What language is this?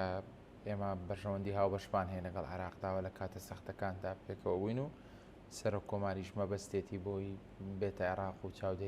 Central Kurdish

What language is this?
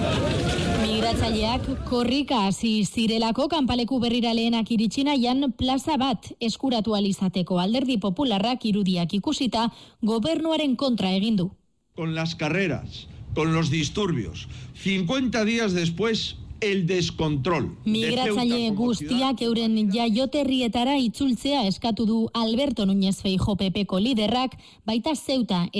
Basque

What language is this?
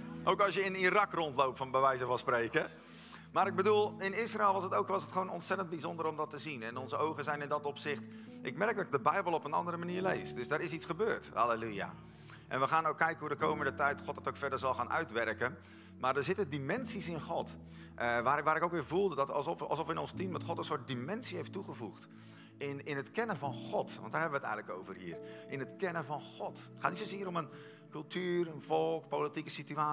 Dutch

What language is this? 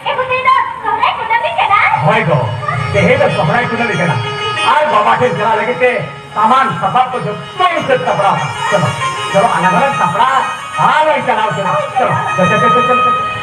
Santali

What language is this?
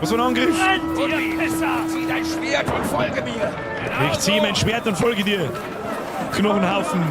Bavarian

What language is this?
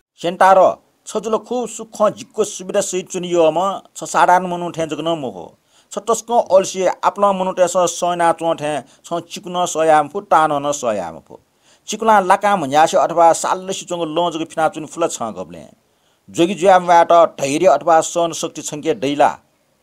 Newari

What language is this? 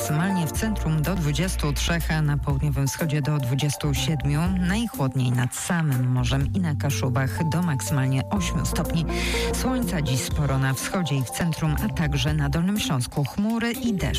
Polish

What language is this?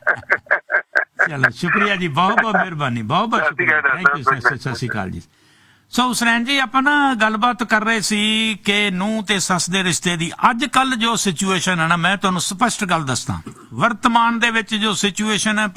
Punjabi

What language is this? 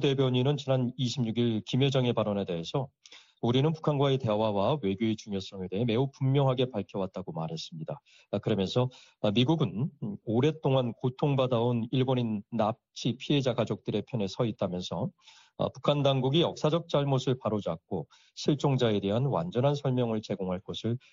Korean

